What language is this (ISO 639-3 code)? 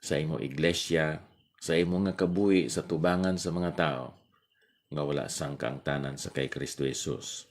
hil